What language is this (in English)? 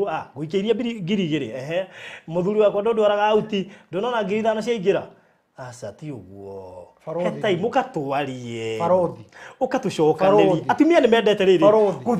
Kikuyu